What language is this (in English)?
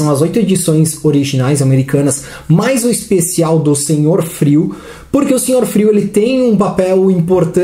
Portuguese